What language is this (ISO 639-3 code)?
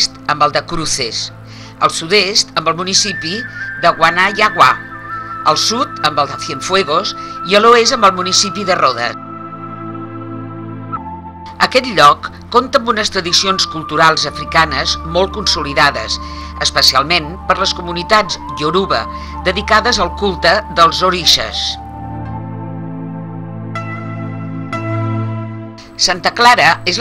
cat